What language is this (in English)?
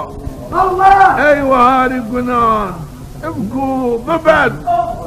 Zaza